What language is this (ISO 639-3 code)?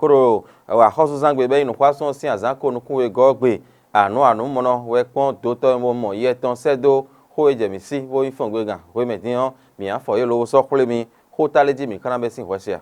fon